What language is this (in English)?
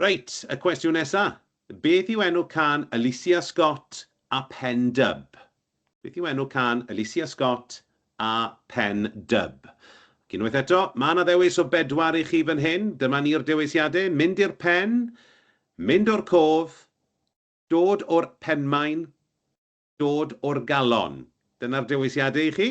Welsh